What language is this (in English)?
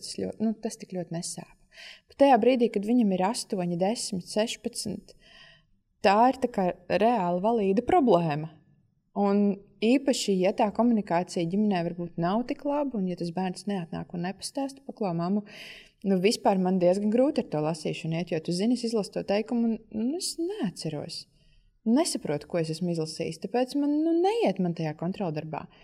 Latvian